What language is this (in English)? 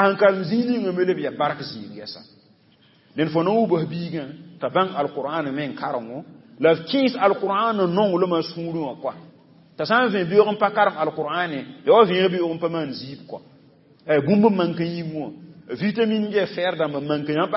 Mossi